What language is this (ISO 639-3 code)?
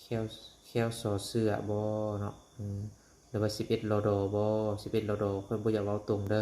lao